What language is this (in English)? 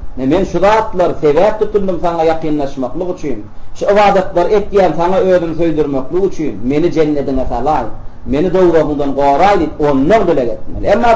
Turkmen